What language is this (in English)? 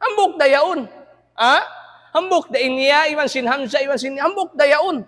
Tausug